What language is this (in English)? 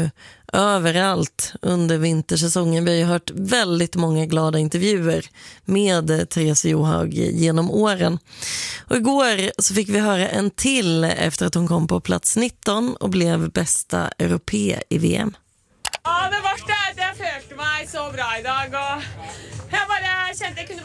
Swedish